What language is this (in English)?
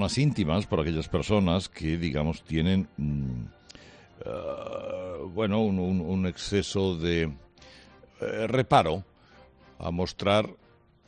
Spanish